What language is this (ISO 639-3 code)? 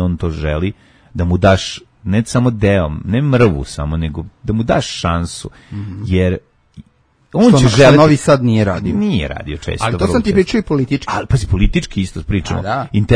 srp